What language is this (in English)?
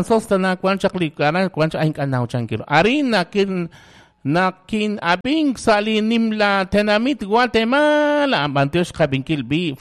Kekchí